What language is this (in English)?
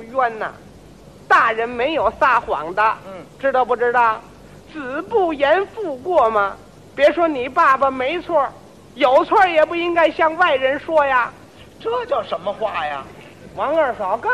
Chinese